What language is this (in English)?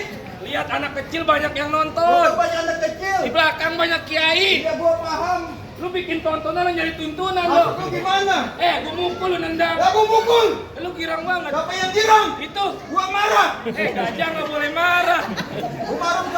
Betawi